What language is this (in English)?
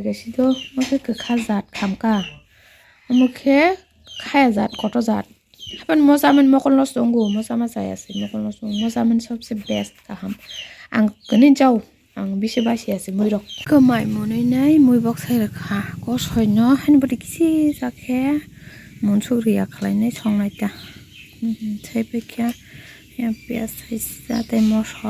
Kok Borok